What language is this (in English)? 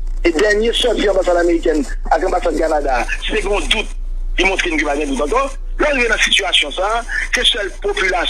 Haitian Creole